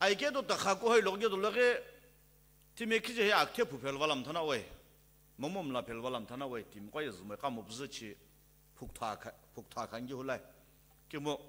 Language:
Sumi Naga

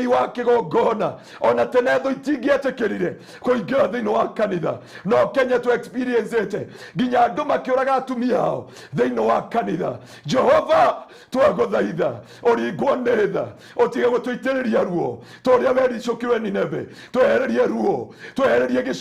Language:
Kikuyu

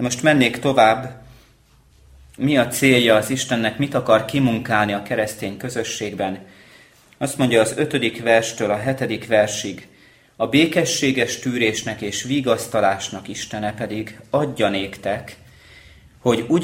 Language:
Hungarian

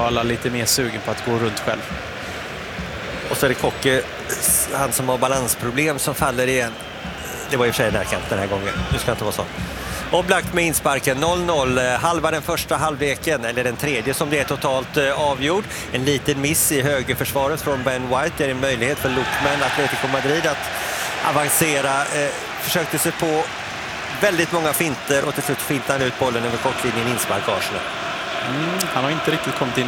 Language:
Swedish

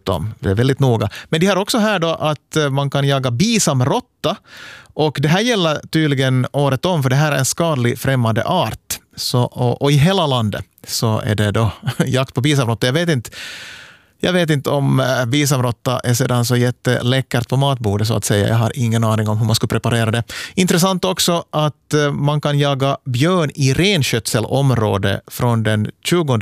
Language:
Swedish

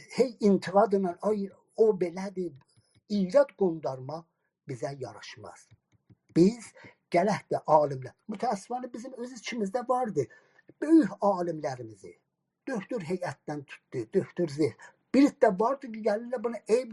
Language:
South Azerbaijani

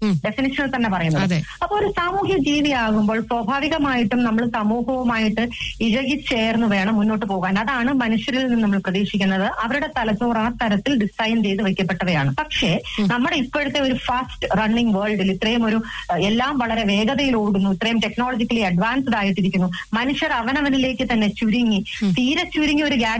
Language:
Malayalam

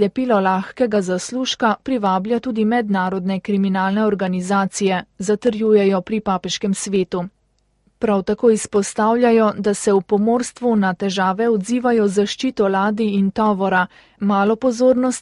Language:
Slovenian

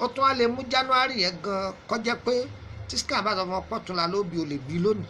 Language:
Yoruba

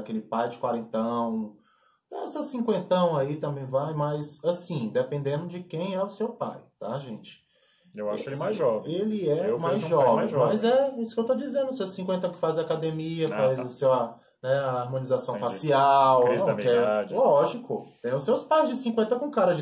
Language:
Portuguese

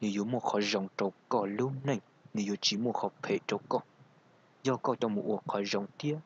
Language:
Hmong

